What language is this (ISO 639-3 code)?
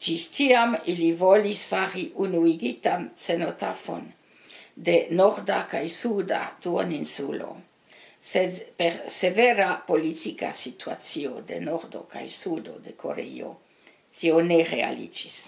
epo